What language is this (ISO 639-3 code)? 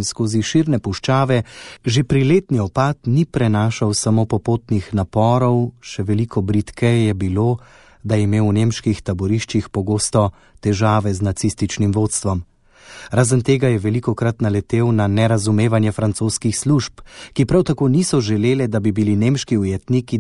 slv